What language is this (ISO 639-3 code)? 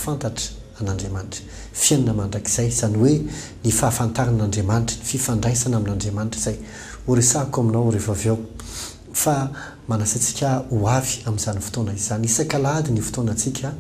mlg